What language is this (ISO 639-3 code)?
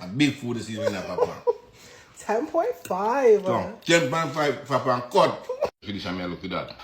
jam